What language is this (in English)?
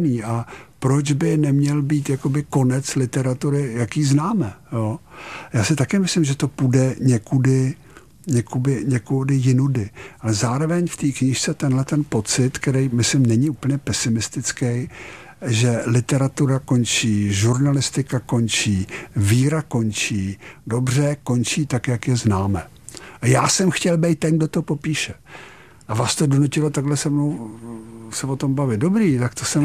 Czech